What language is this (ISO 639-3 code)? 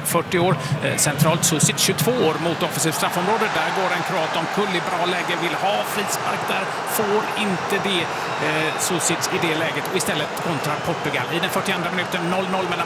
swe